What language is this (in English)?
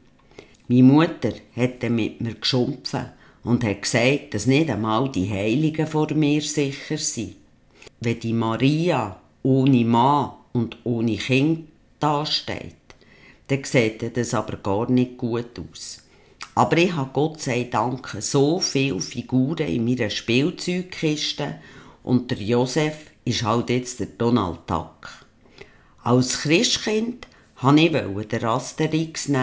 Swiss German